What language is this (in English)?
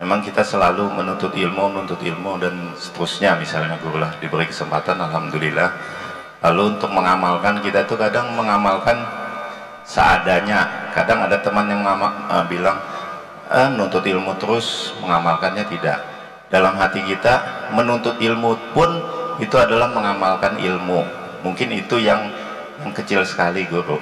Banjar